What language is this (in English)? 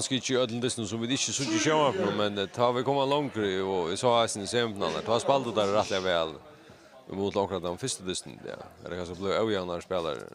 Faroese